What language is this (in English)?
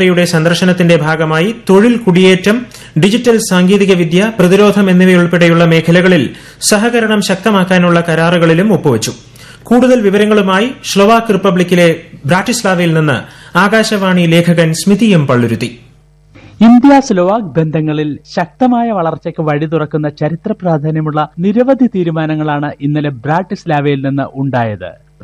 Malayalam